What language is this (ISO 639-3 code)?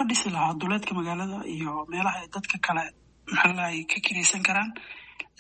som